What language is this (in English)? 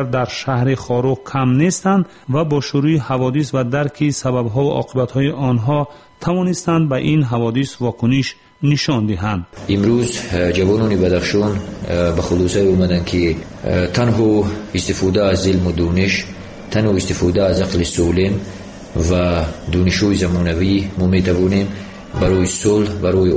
Persian